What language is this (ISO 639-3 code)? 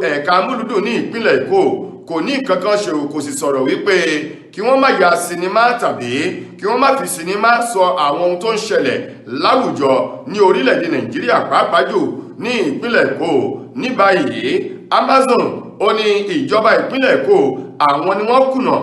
yor